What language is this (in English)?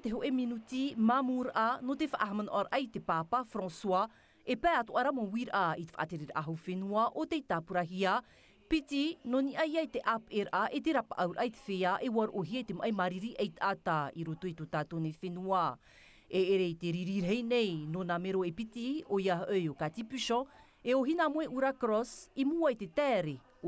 Tahitian